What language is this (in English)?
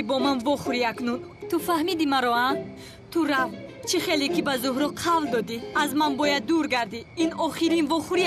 Tajik